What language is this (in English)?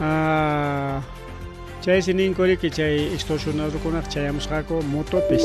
Ayacucho Quechua